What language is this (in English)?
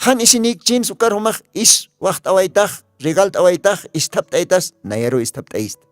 Aymara